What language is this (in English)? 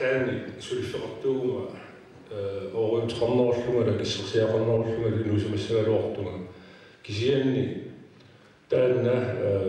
Kalaallisut